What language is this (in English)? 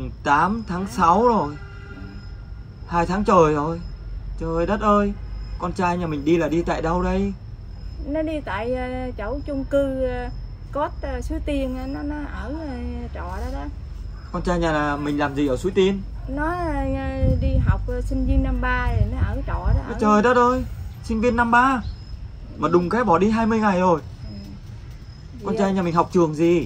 Vietnamese